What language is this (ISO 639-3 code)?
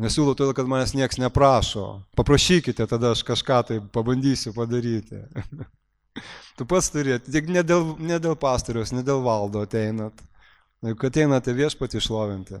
lit